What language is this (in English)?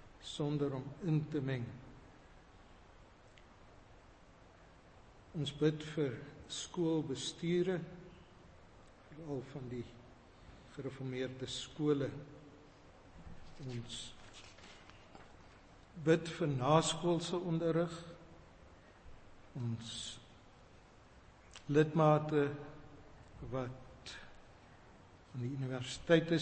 Afrikaans